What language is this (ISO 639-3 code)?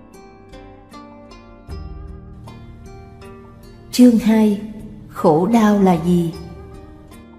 vie